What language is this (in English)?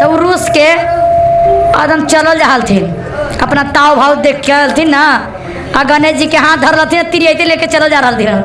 Magahi